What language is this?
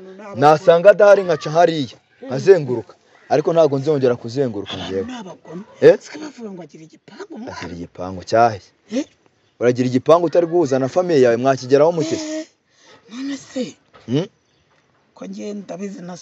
Kinyarwanda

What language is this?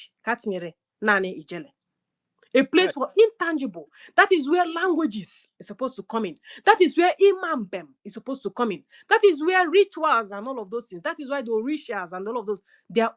Igbo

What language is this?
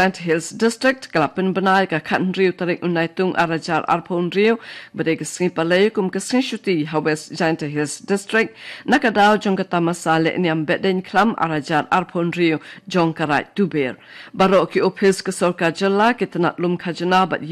Khasi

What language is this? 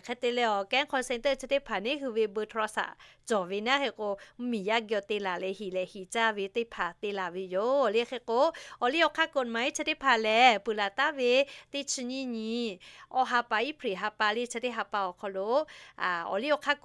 Lahu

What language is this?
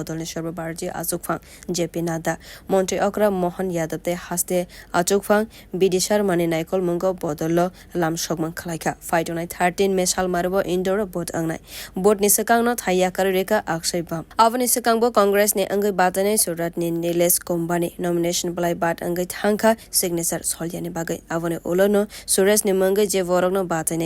Kok Borok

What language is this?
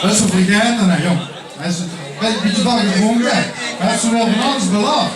Limburgish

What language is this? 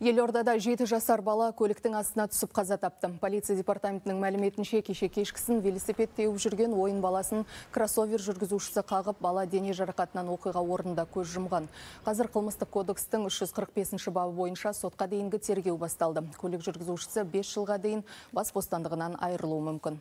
Kazakh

